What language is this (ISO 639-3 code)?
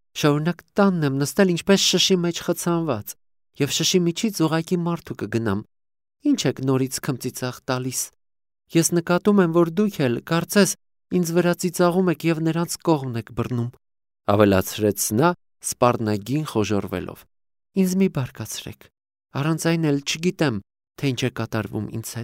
hye